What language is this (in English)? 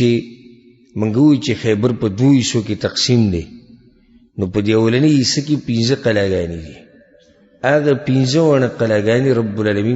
Pashto